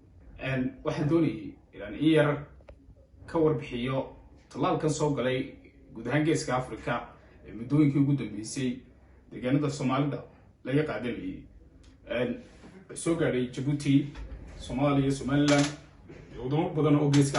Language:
Somali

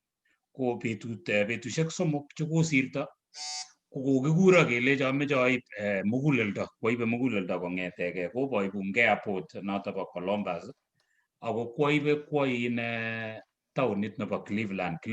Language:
Kalenjin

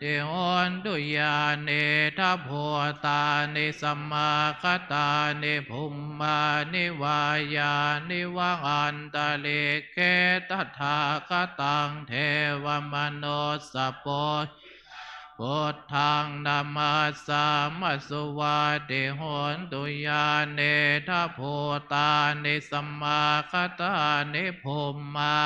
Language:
Pali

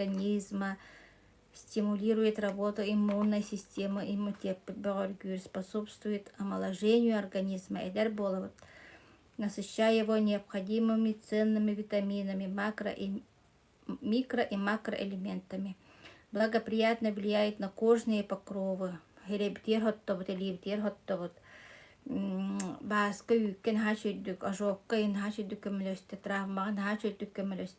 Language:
Yakut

